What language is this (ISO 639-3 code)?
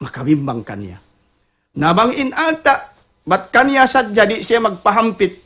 tsg